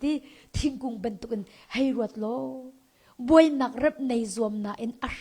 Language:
Hakha Chin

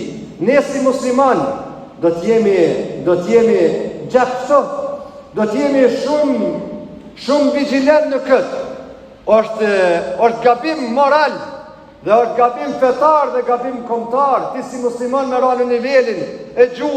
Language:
Albanian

